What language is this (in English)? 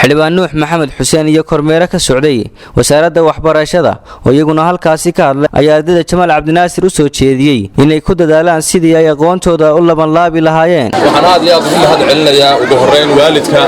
Somali